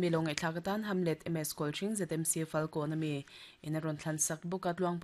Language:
Mizo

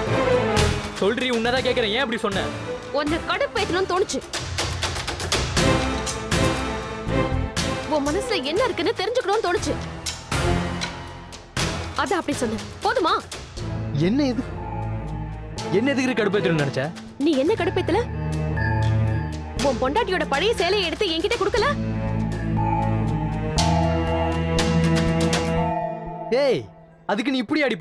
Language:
Tamil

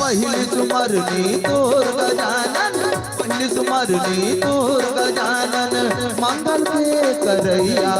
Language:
Chhattisgarhi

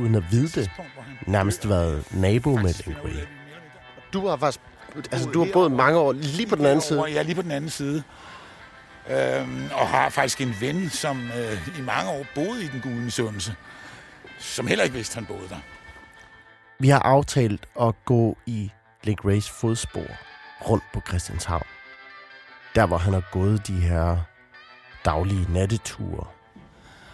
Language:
Danish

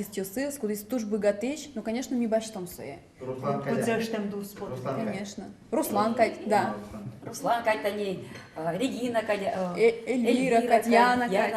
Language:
Udmurt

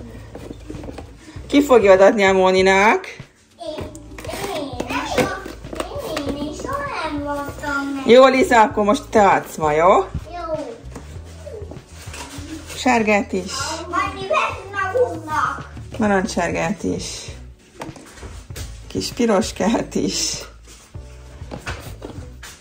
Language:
Hungarian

